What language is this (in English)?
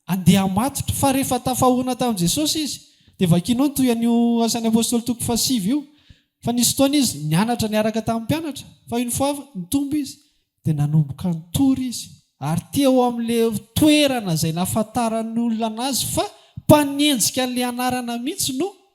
Malagasy